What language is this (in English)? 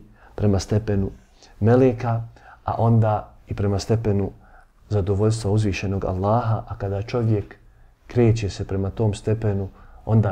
Bosnian